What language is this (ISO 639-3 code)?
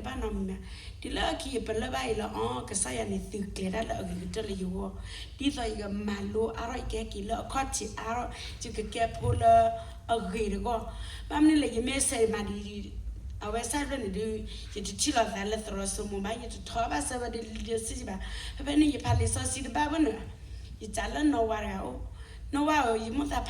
ksw